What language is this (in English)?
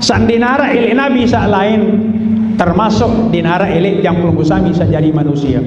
Sasak